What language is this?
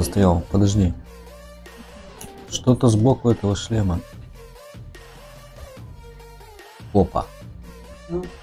Russian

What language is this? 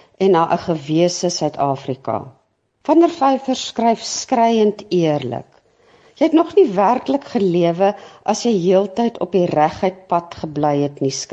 Afrikaans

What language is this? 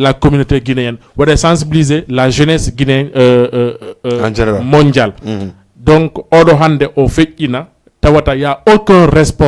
Fula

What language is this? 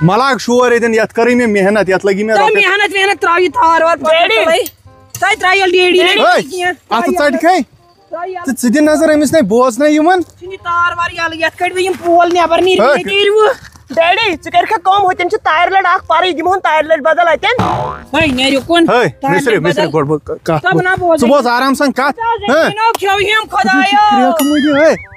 Kashmiri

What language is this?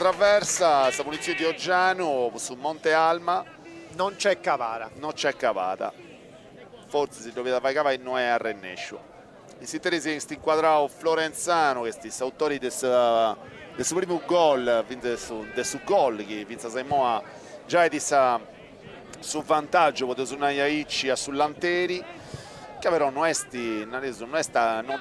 Sardinian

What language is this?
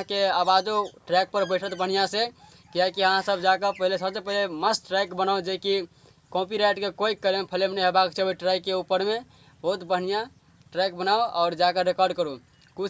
Maithili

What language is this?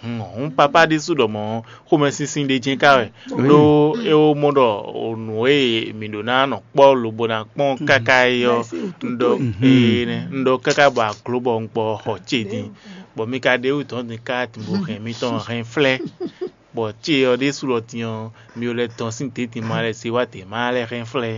Fon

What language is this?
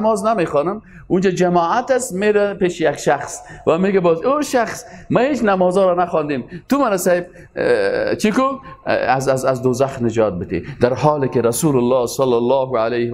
Persian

